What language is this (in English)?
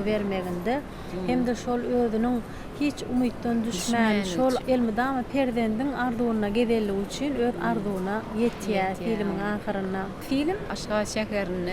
Turkmen